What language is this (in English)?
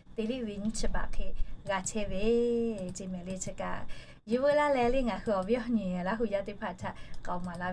Lahu